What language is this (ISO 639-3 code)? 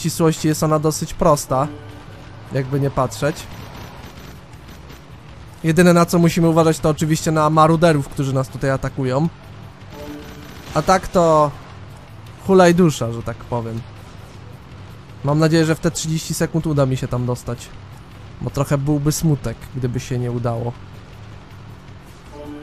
pol